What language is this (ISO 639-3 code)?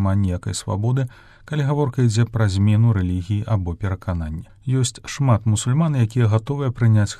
bel